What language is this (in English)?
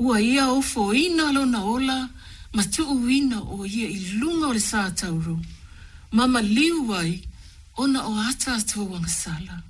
Samoan